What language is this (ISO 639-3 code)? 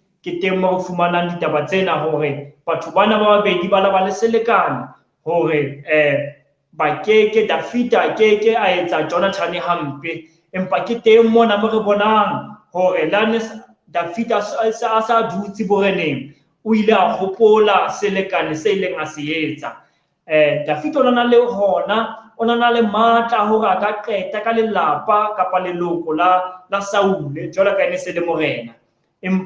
sot